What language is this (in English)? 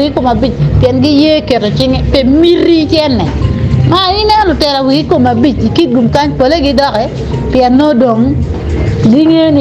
Acoli